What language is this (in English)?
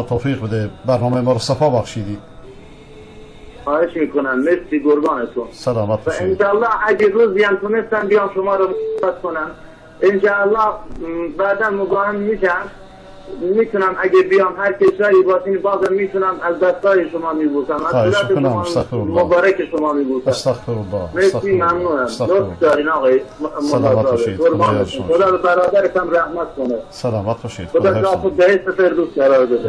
Persian